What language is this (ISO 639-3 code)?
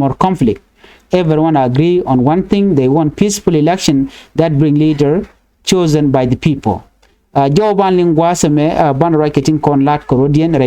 nus